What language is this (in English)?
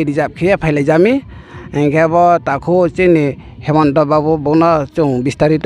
Riang (India)